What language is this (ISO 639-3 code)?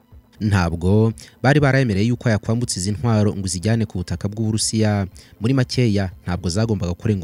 kin